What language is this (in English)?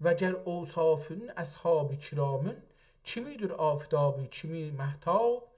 South Azerbaijani